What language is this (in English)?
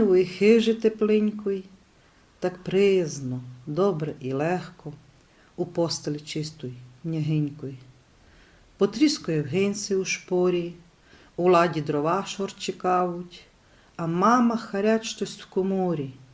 Rusyn